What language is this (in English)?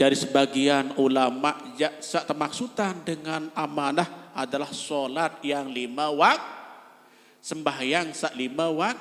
Sasak